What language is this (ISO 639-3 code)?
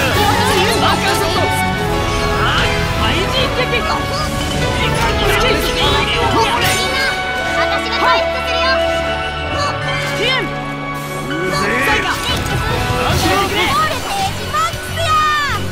jpn